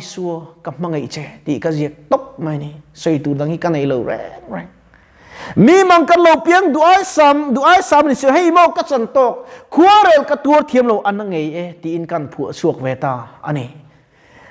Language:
Mizo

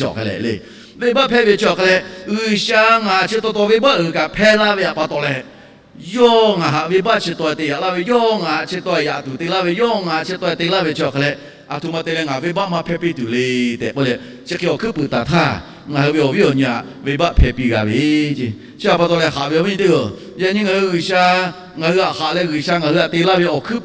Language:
Lahu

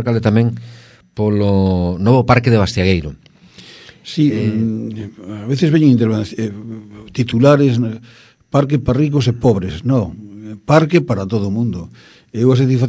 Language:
Galician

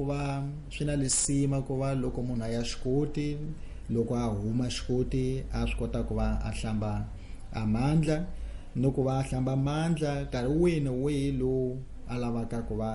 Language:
Tsonga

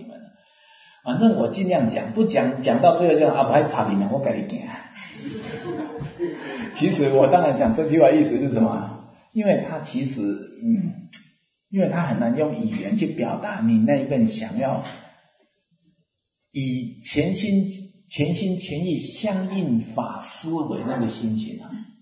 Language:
Chinese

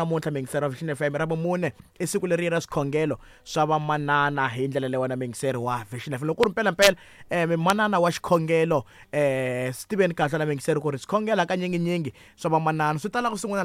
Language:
Tsonga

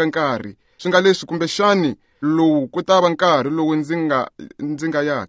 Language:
Tsonga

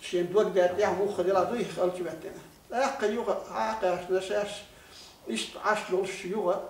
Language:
Chechen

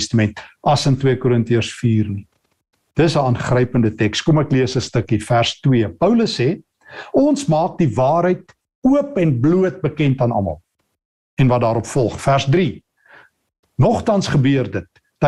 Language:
Afrikaans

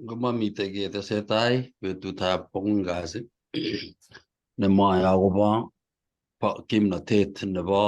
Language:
Kalenjin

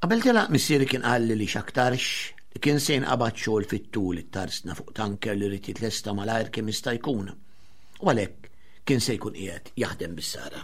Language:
Maltese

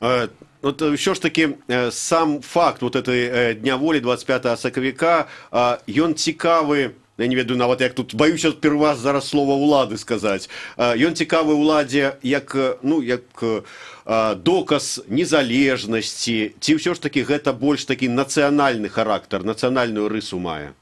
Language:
Belarusian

